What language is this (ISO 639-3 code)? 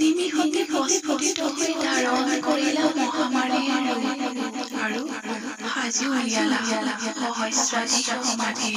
asm